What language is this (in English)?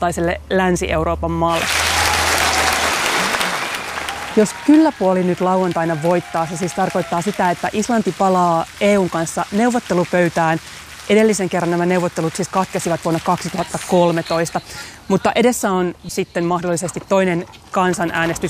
Finnish